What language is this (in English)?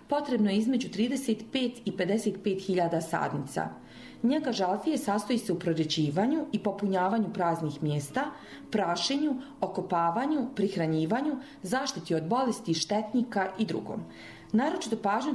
Bosnian